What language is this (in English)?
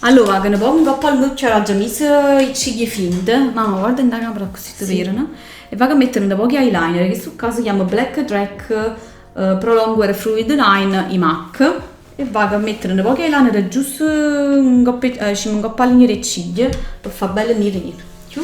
Neapolitan